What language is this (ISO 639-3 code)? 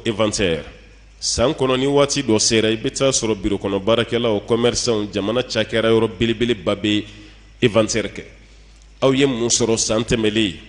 bam